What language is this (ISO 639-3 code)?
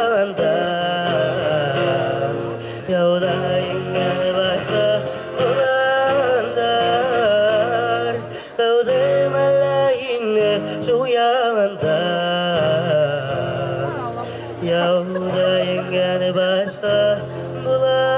bak